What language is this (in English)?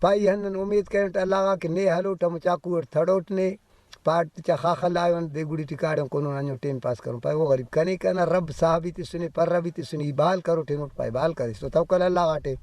Brahui